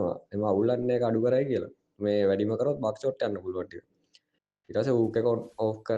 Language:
Sinhala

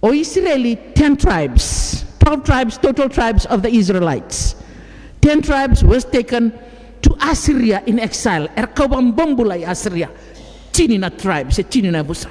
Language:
Fijian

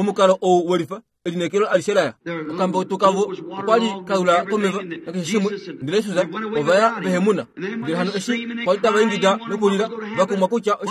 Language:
Kuanyama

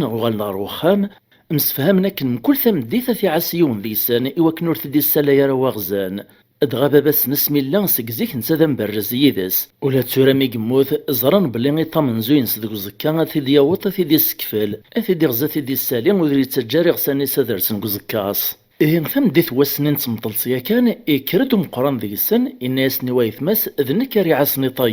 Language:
Kabyle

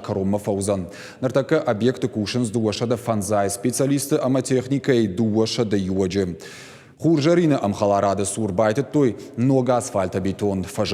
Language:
Ossetic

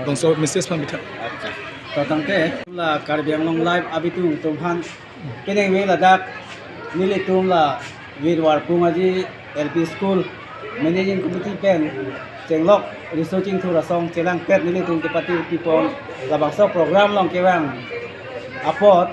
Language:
Karbi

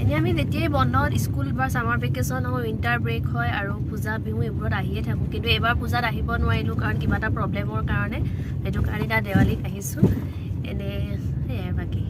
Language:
Assamese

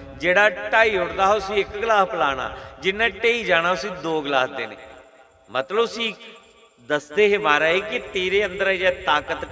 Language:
Dogri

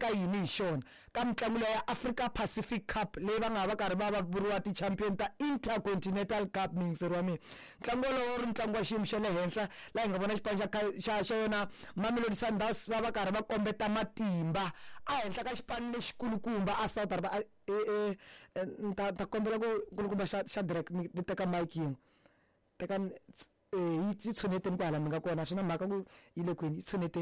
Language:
Tsonga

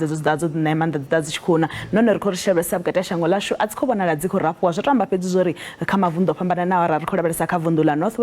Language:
Venda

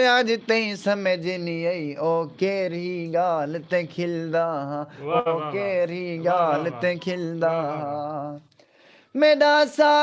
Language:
Saraiki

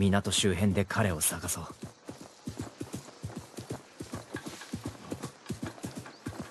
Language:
Japanese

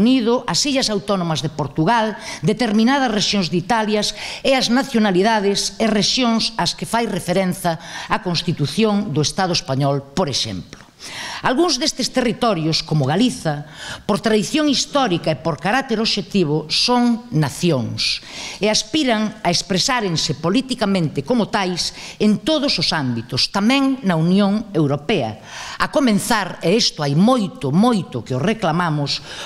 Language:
Galician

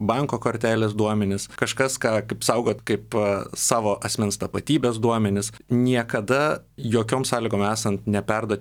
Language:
Lithuanian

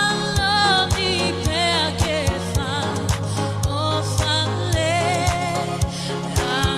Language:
Tongan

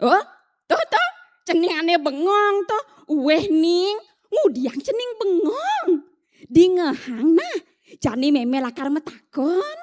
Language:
Balinese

